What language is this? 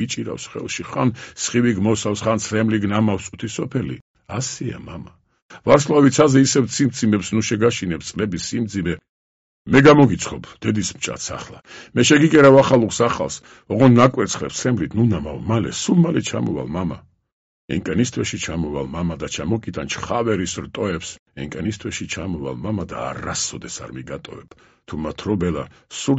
Georgian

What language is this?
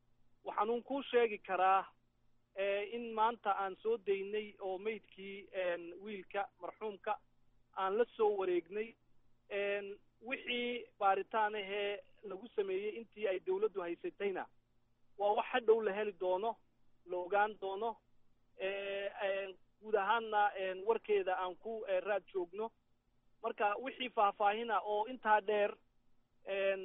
Somali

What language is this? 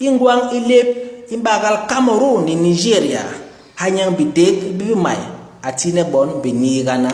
Basaa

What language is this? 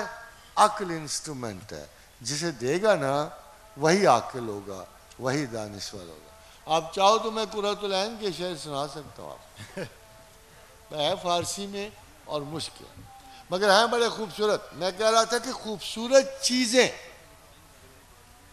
Urdu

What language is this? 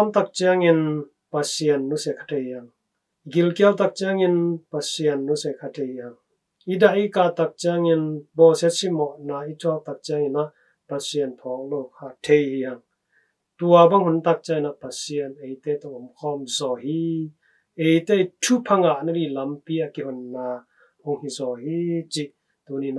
Tedim Chin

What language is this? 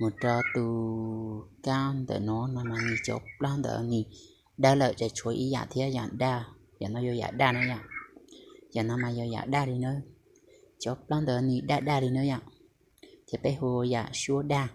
Hmong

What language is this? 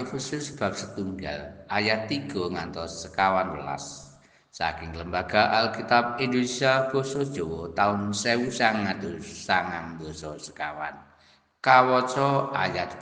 Javanese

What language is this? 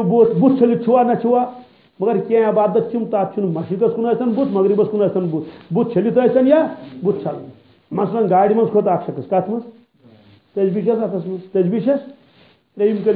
Kashmiri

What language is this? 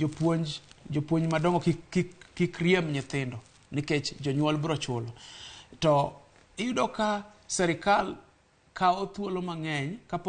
Luo (Kenya and Tanzania)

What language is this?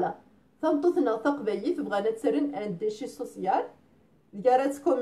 Kabyle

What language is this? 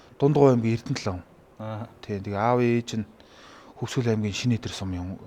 Mongolian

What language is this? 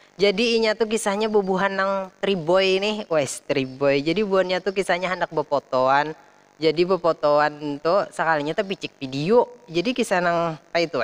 Banjar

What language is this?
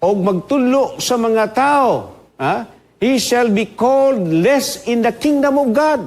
Cebuano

